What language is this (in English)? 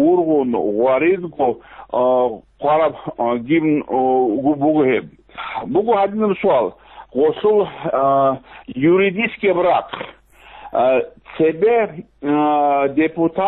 Avaric